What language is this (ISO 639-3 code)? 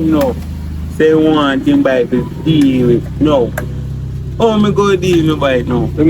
jam